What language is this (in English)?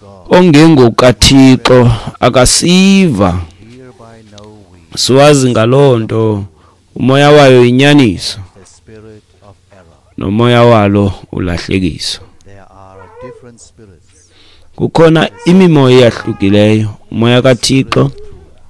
Xhosa